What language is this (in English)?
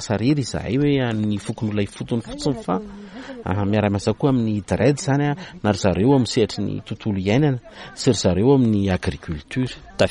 Malagasy